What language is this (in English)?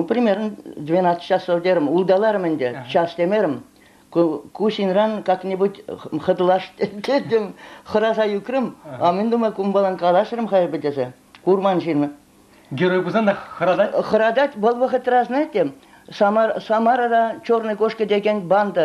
Chuvash